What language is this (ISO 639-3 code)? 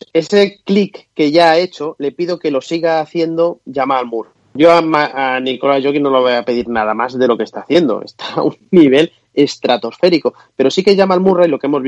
spa